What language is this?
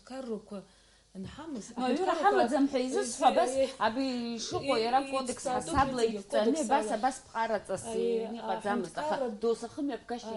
Abkhazian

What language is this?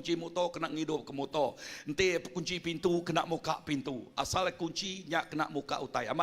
Iban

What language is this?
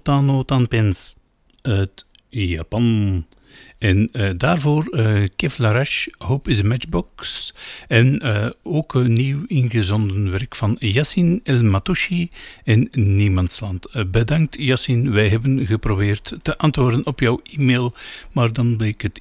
Dutch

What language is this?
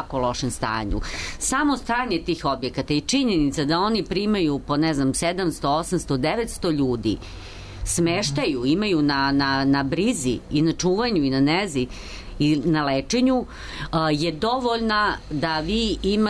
Serbian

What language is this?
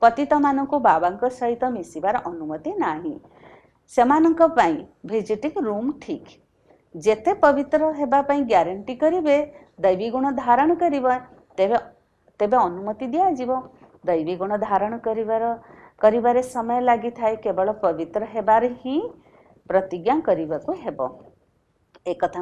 Odia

